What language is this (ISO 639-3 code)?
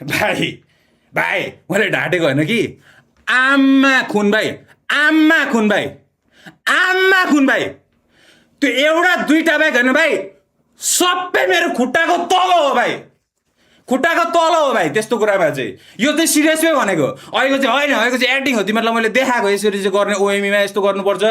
nep